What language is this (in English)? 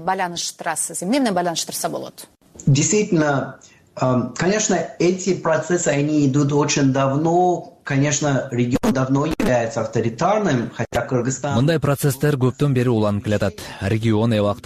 Kyrgyz